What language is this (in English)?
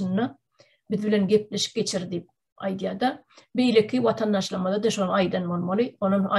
Turkmen